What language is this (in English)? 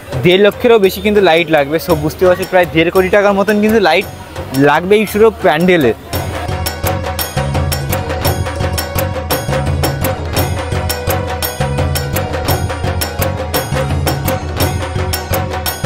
Bangla